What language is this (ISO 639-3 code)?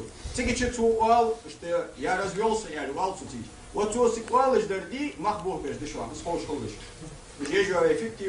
inh